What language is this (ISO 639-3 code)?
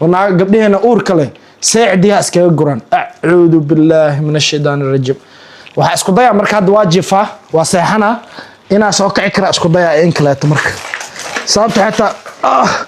som